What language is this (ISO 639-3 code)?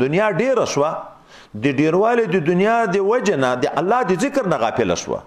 pus